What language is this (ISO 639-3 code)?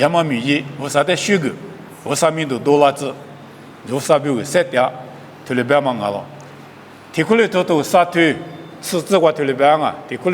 lis